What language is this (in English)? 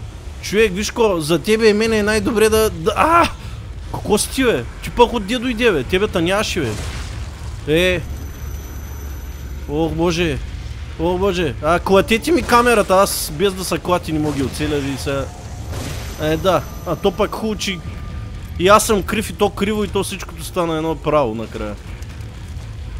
Bulgarian